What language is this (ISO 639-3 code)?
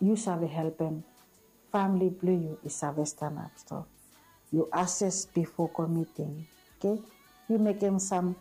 bis